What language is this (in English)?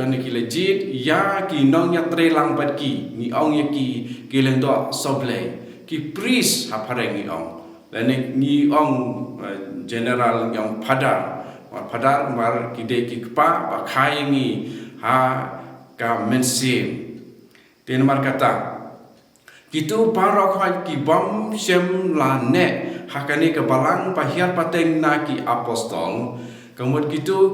Khasi